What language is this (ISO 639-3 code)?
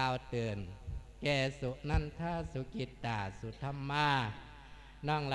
lao